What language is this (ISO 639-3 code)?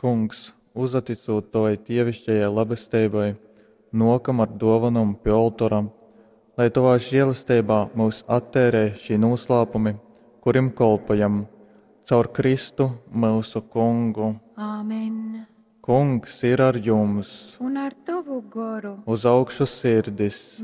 ltg